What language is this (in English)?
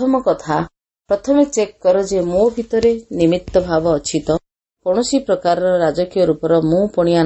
Odia